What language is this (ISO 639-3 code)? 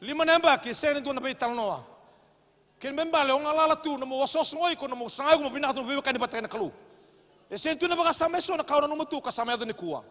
fij